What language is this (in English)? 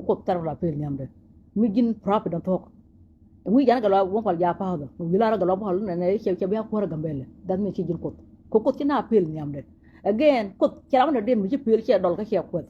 Nuer